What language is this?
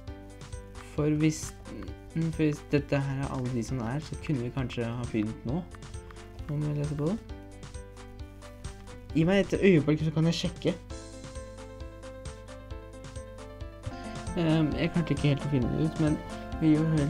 Norwegian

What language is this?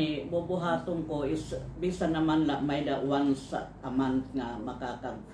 Waray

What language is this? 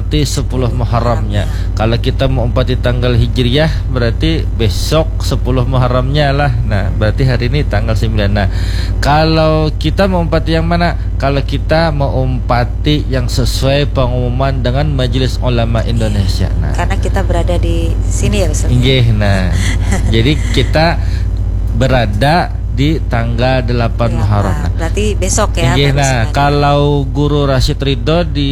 Indonesian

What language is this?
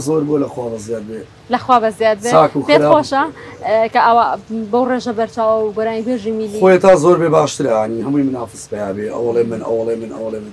Central Kurdish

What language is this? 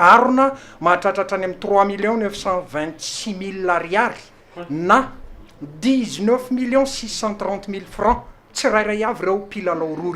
Malagasy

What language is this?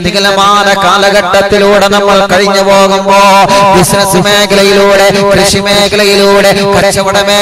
Malayalam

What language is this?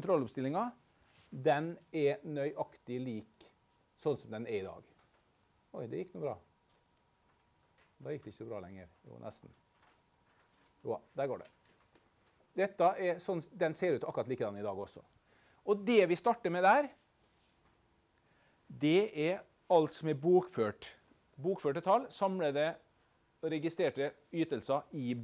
Norwegian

